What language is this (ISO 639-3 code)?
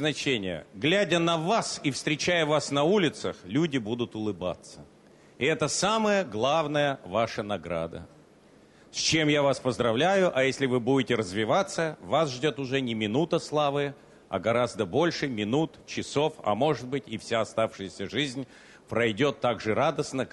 rus